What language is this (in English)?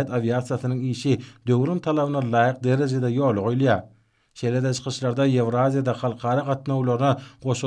Turkmen